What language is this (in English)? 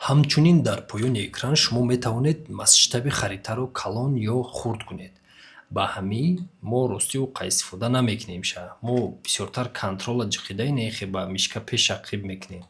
Tajik